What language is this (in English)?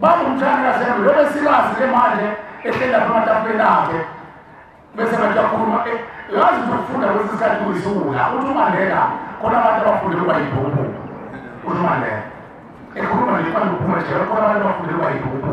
Zulu